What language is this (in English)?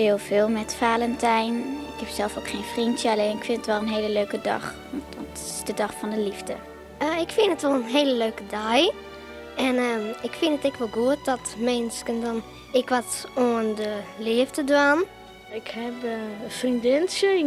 Western Frisian